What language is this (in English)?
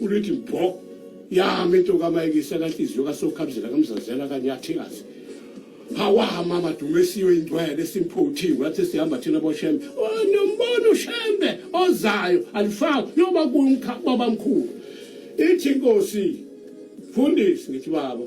Zulu